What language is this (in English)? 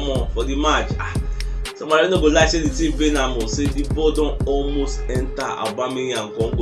Nigerian Pidgin